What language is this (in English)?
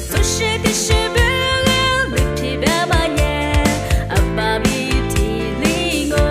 Lisu